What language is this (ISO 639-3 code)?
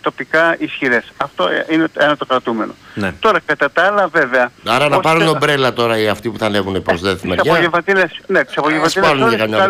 ell